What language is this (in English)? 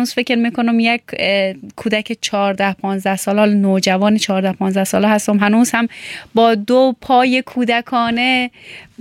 Persian